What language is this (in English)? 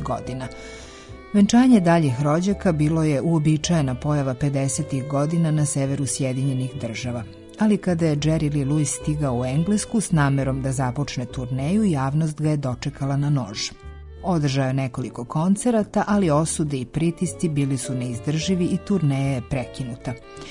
Serbian